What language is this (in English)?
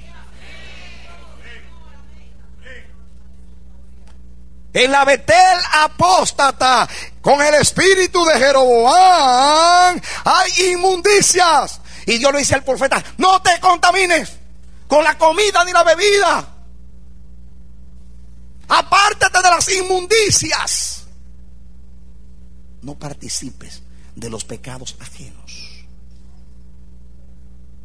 Spanish